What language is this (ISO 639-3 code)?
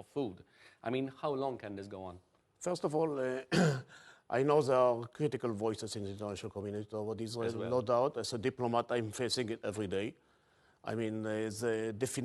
eng